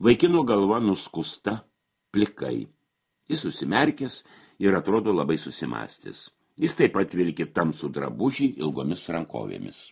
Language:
Lithuanian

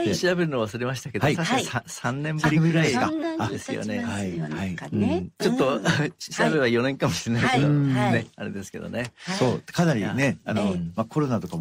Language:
Japanese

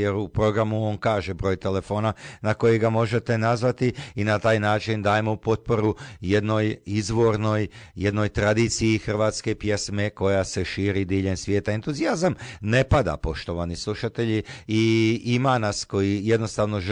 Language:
Croatian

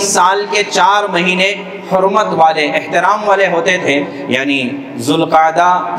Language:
Urdu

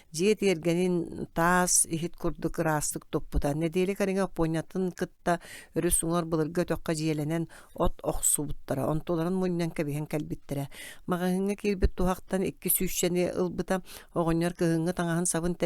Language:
Yakut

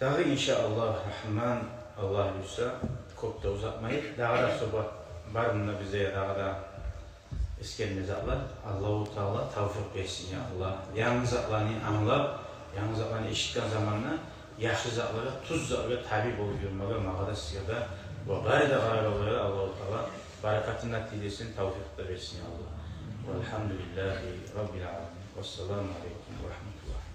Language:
Kumyk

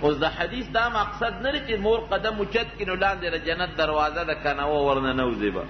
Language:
Pashto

